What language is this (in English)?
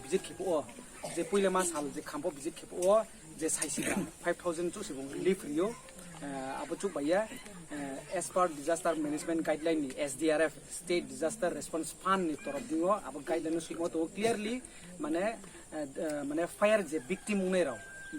Riang (India)